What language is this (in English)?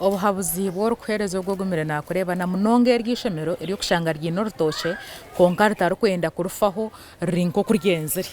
Nyankole